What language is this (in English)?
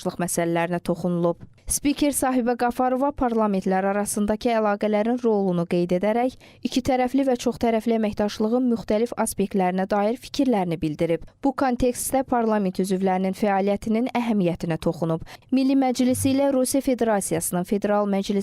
Azerbaijani